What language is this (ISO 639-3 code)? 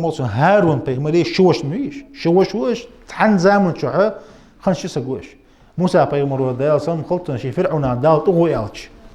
inh